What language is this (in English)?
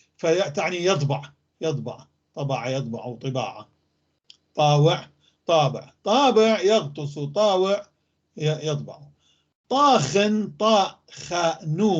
North Levantine Arabic